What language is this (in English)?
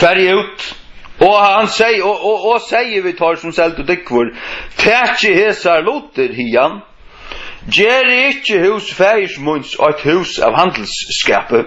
Faroese